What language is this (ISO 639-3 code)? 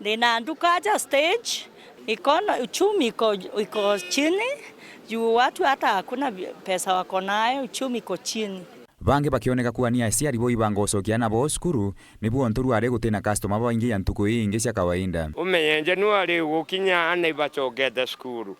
mer